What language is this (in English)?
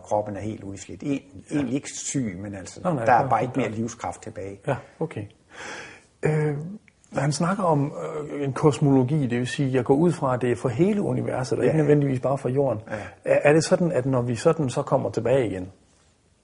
Danish